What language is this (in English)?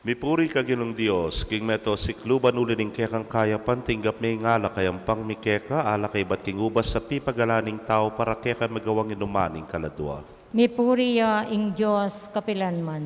Pampanga